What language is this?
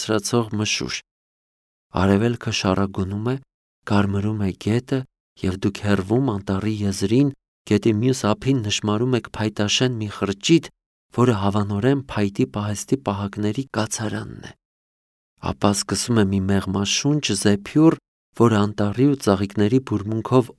Armenian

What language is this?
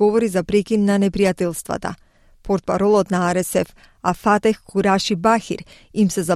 Macedonian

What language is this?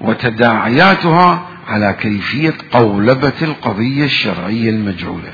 Mesopotamian Arabic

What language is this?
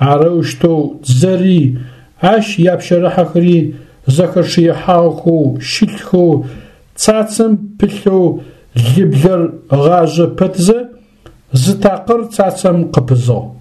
Adyghe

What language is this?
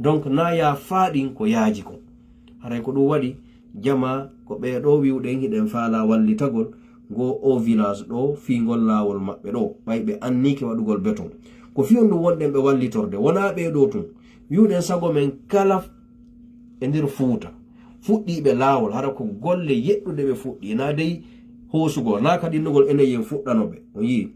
Fula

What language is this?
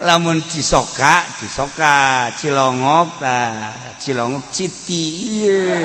Sundanese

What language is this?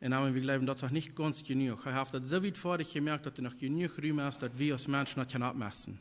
Plautdietsch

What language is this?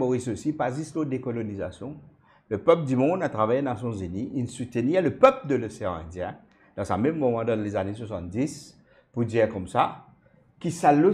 Morisyen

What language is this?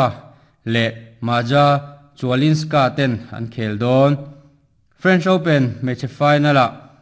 Mizo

